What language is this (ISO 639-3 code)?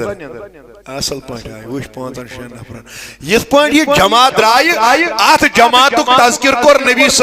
kas